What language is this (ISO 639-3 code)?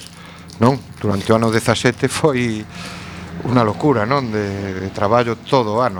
glg